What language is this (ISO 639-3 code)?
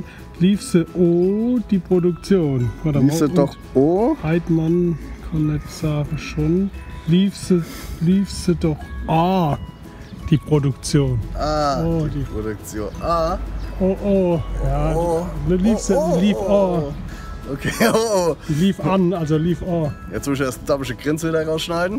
pfl